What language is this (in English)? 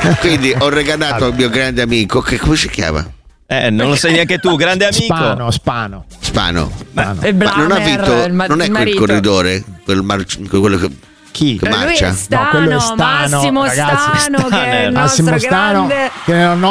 Italian